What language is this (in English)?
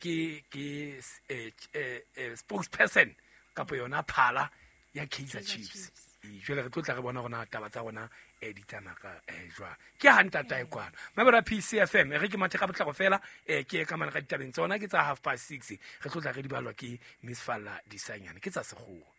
Southern Sotho